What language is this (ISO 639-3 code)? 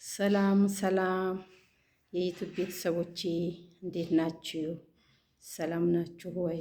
amh